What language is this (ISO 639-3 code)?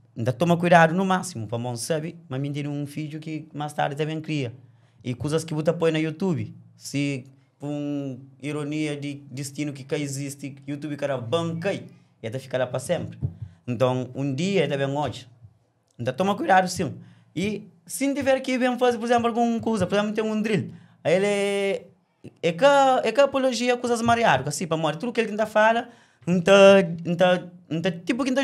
kea